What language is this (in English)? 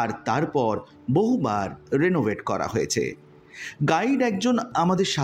Bangla